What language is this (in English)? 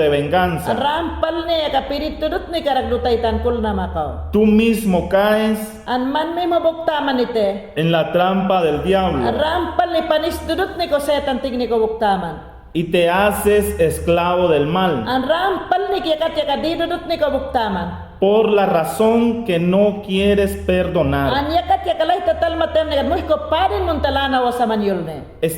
Mayangna